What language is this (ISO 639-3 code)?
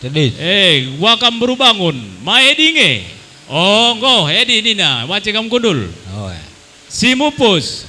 btx